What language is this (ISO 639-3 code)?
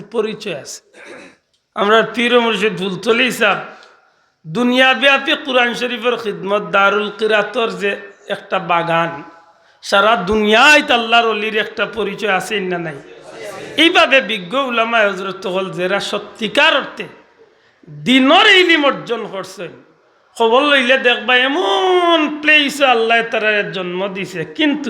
syl